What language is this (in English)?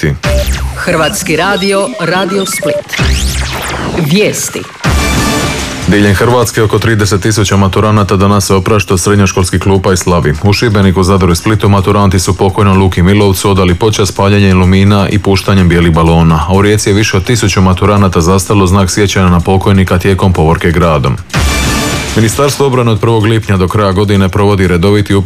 Croatian